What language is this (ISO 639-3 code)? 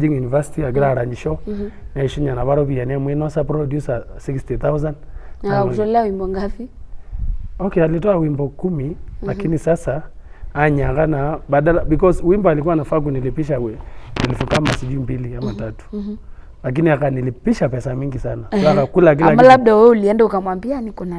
mas